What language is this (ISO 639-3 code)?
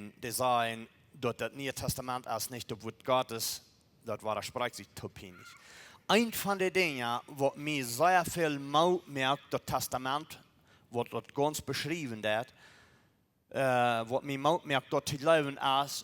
pdt